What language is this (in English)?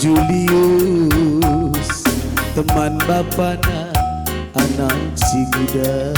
Batak Karo